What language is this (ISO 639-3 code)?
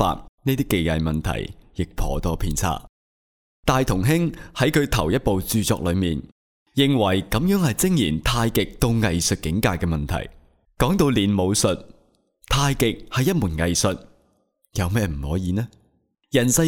yue